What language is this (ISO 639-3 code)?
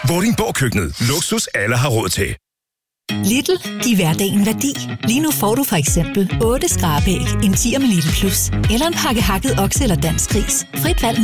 dan